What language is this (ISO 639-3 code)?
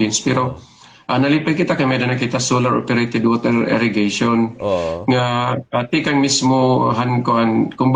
war